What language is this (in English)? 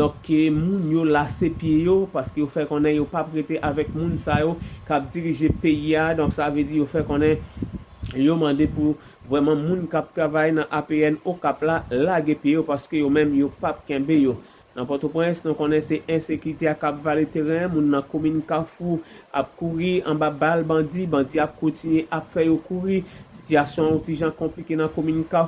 Haitian Creole